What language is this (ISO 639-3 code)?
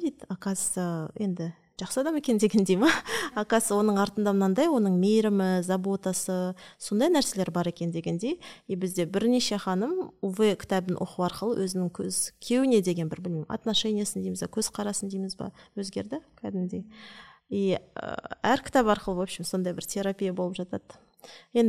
kaz